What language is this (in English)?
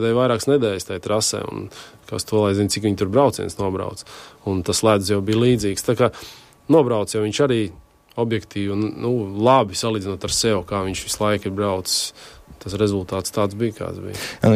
Latvian